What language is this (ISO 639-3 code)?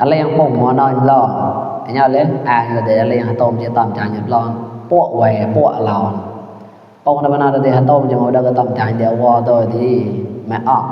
mnw